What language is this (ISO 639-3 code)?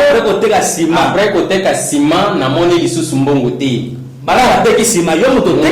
lin